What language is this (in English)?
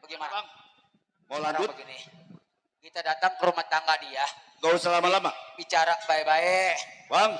Betawi